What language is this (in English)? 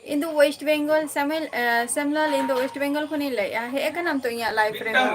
Santali